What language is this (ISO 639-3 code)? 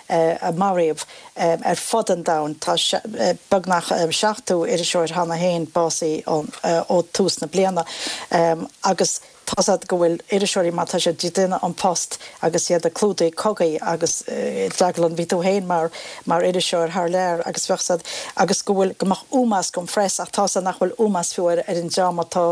gle